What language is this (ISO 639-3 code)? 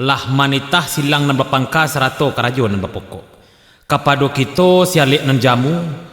min